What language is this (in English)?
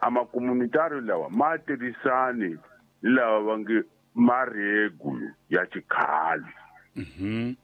Tsonga